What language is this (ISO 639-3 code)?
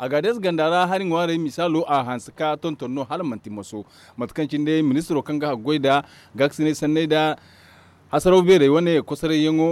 dje